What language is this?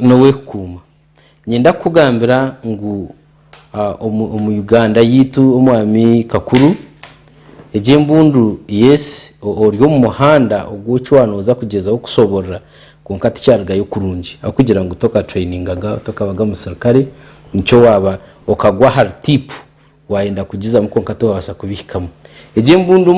Nyankole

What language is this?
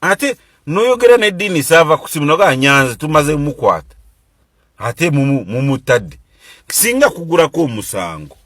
Ganda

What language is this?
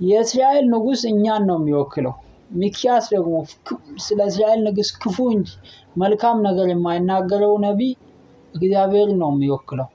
Amharic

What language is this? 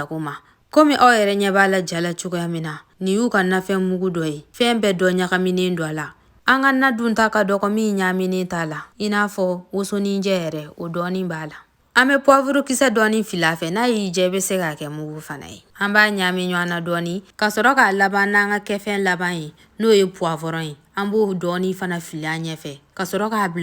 Bambara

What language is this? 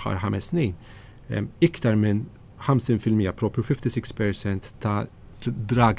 Maltese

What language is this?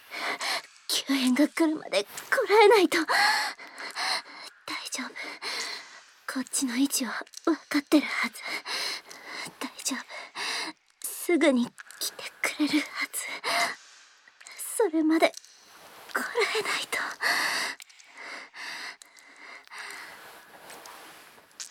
Japanese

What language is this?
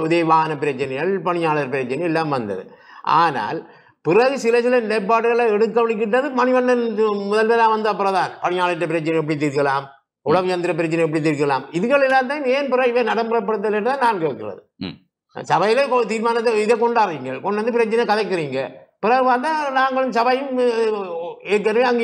Tamil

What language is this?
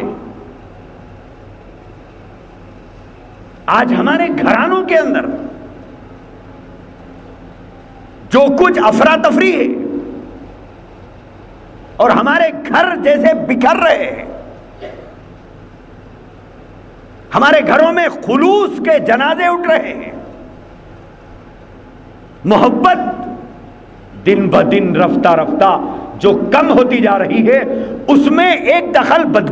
Urdu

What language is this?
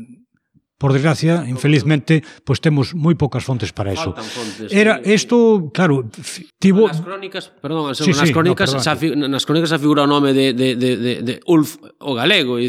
Galician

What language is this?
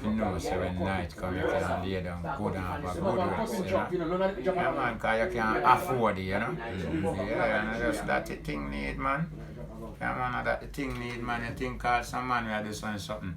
Jamaican Creole English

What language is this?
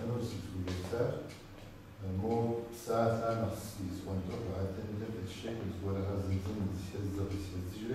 Kabardian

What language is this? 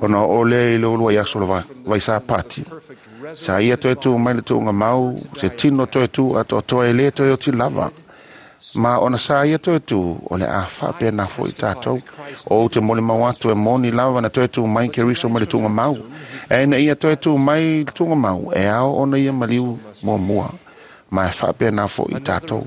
Samoan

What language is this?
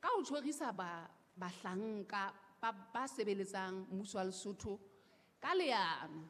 Southern Sotho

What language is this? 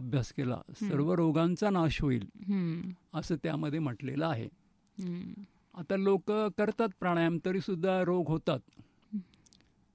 Marathi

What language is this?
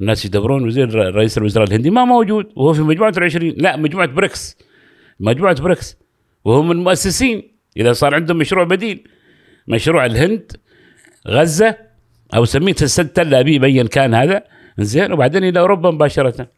Gulf Arabic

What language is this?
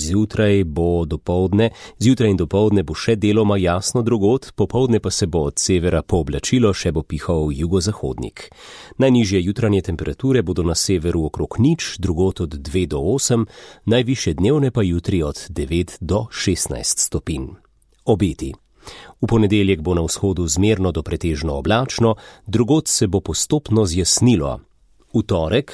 Slovenian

